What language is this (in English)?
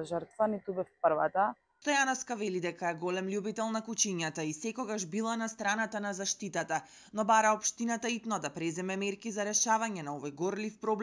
Macedonian